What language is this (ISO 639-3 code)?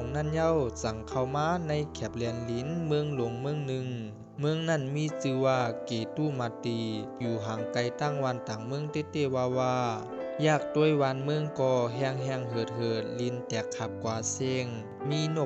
shn